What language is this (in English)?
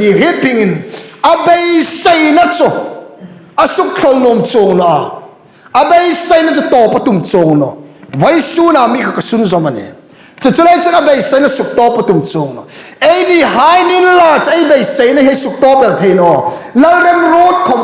Hmar